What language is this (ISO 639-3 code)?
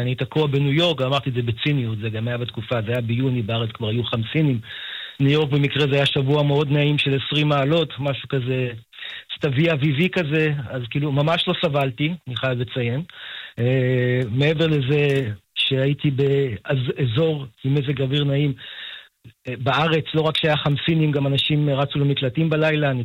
heb